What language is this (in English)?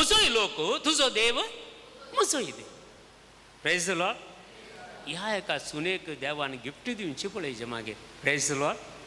Konkani